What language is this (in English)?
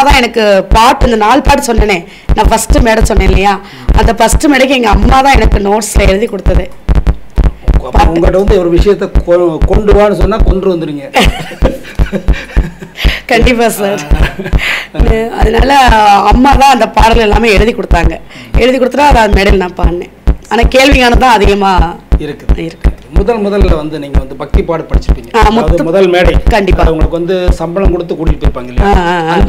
Tamil